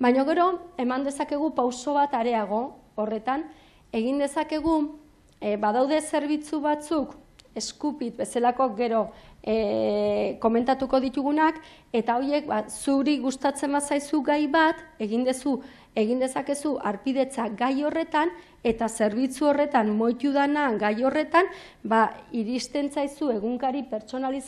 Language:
Basque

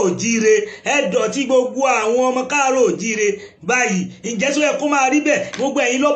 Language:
Yoruba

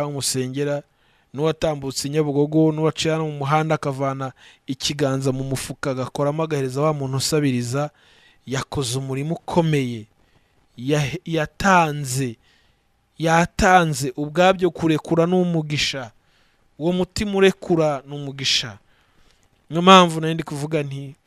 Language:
Kinyarwanda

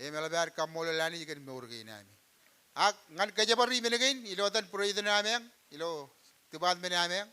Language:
Marshallese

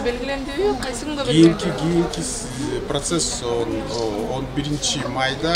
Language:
Kyrgyz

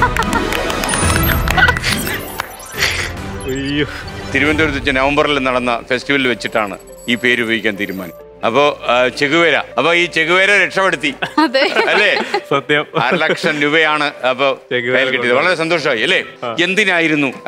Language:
Malayalam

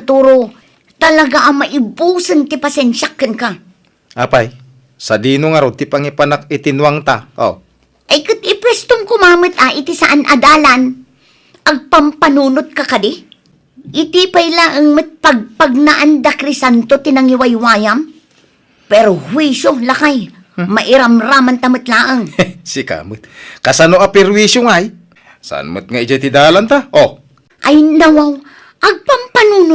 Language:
Iloko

